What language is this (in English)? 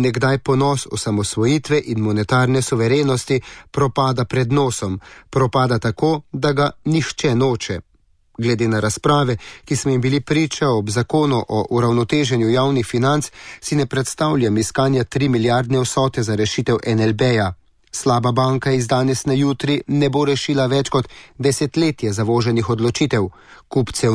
Slovenian